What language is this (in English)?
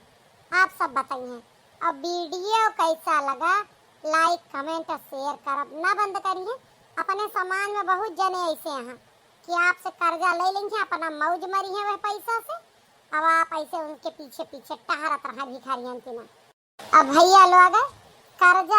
Awadhi